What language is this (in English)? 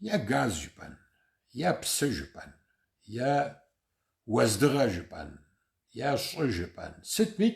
Kabardian